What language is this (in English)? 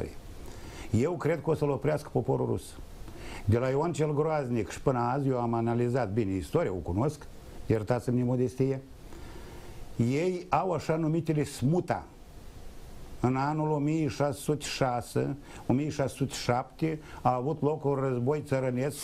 Romanian